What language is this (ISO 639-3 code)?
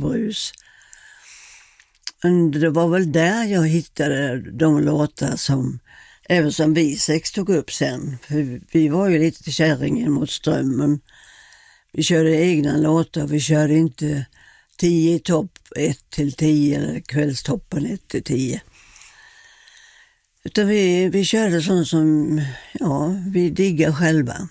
swe